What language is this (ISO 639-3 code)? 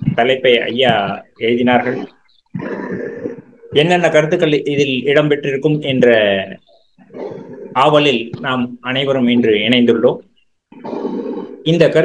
tam